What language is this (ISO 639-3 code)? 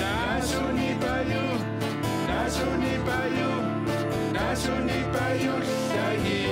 kal